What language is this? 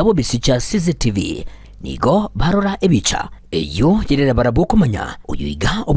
Gusii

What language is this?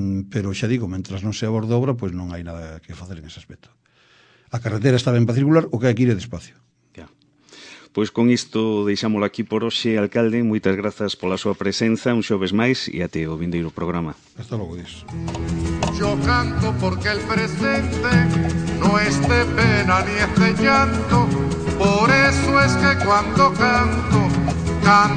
Galician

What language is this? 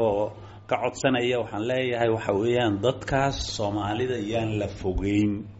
Somali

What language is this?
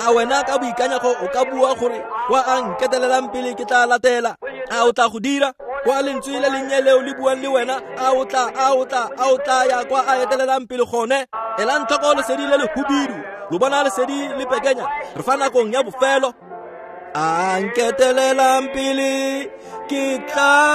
Tswana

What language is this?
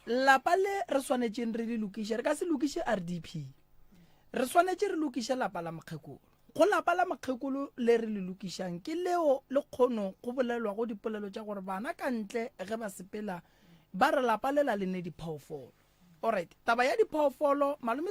Northern Sotho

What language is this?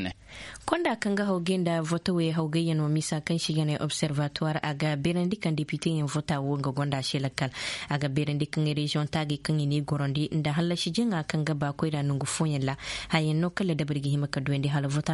Koyraboro Senni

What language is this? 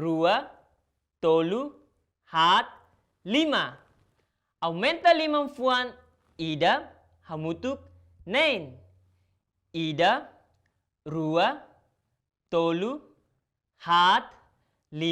Tetum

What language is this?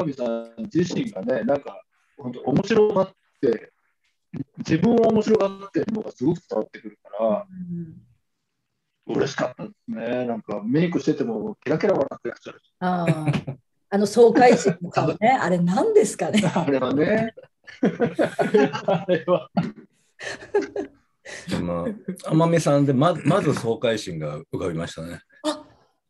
Japanese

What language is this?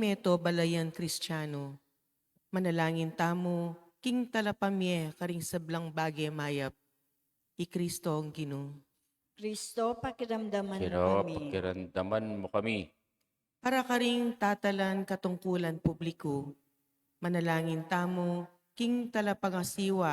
Pampanga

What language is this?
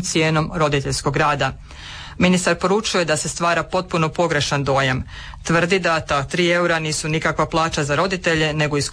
Croatian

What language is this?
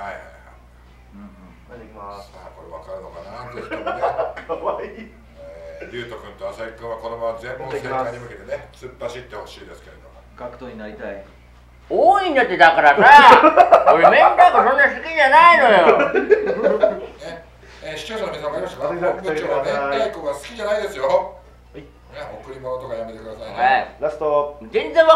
Japanese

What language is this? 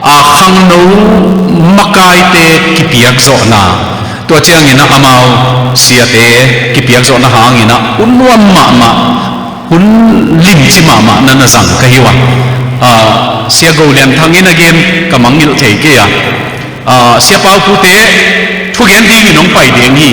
Tedim Chin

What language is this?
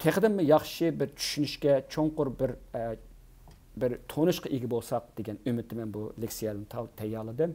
Uyghur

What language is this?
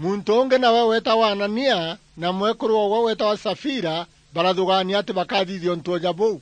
Meru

